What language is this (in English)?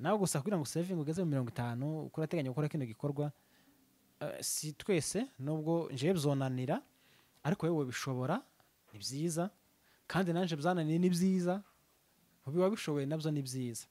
Rundi